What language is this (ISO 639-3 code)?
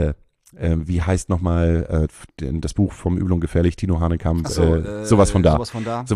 deu